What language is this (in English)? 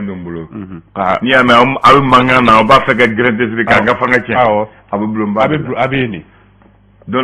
Bambara